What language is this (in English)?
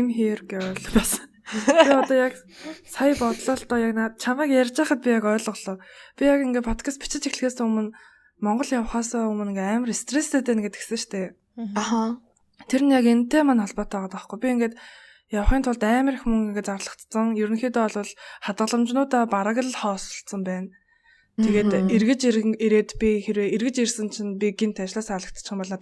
Mongolian